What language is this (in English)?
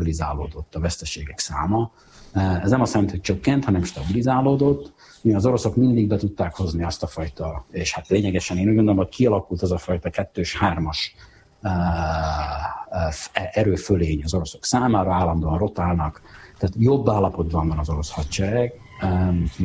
Hungarian